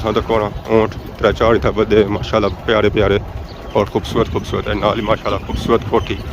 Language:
Pahari-Potwari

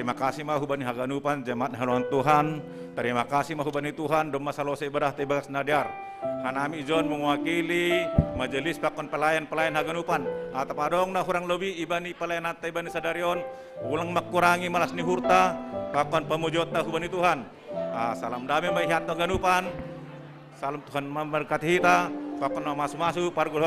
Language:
Batak Simalungun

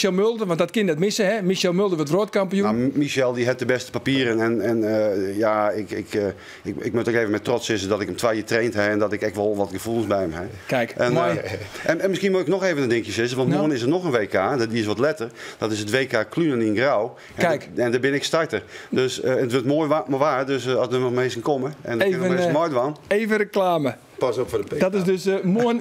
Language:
Western Frisian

